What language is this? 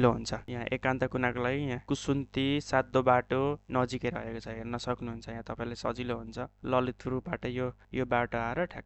Nepali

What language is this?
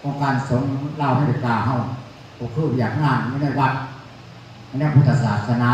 Lao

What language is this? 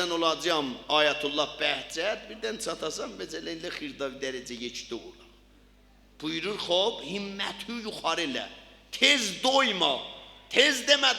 South Azerbaijani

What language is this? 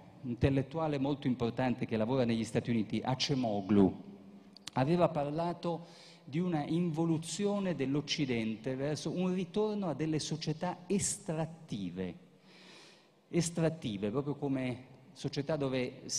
Italian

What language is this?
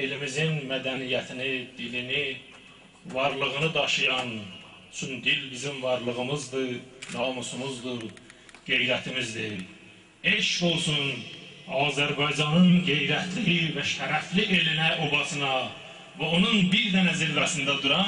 South Azerbaijani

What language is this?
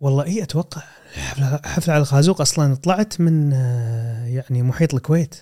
Gulf Arabic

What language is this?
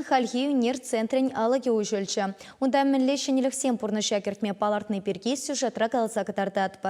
Chuvash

